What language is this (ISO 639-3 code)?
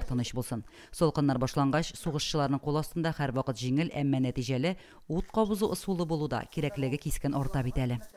tat